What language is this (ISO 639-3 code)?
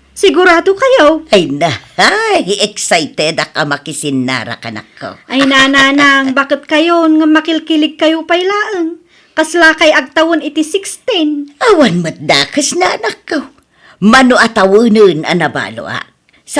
ilo